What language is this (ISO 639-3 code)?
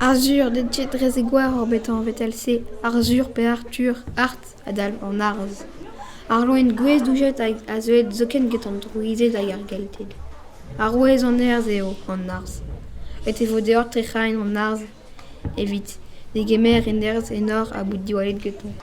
bre